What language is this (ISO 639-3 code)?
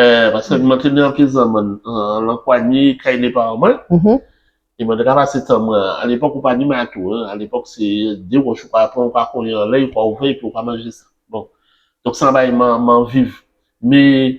gcf